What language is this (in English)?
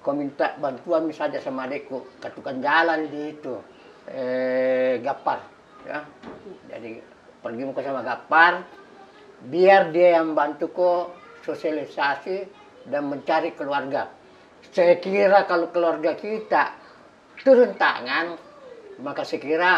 Makassar Malay